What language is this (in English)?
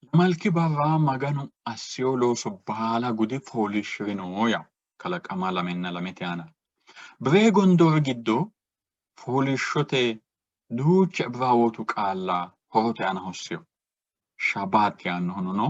Sidamo